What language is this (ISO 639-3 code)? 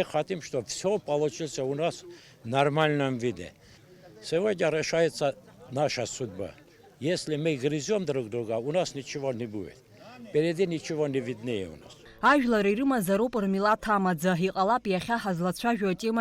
abk